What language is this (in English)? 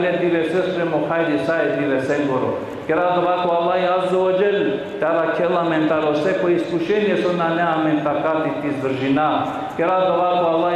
Balkan Romani